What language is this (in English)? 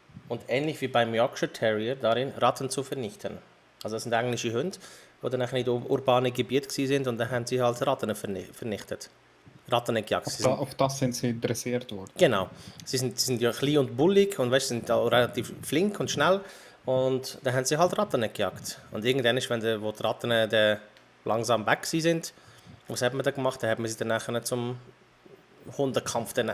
Swiss German